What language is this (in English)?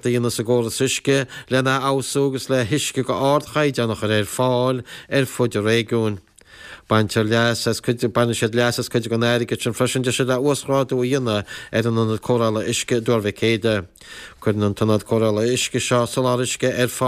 Irish